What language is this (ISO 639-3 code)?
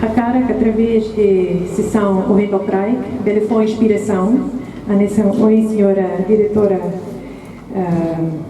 tet